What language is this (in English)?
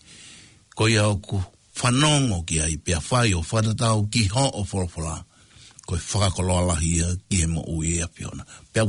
Tongan